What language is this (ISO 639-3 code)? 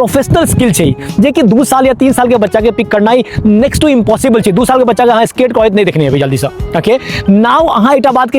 mai